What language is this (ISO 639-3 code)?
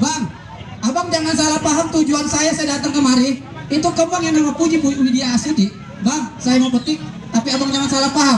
bew